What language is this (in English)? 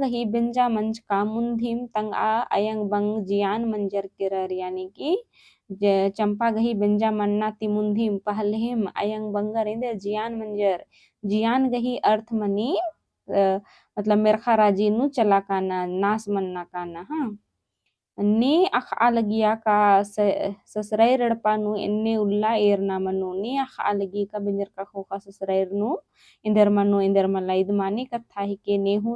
Kurukh